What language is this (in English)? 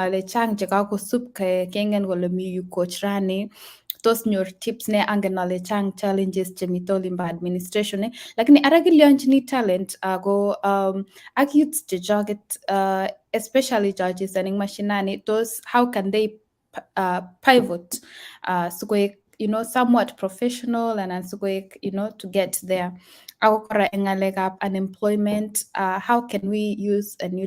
Kalenjin